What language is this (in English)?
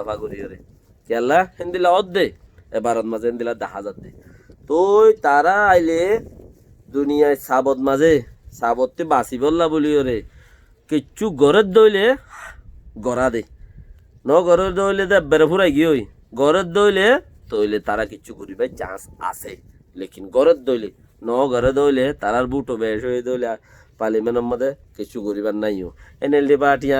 Rohingya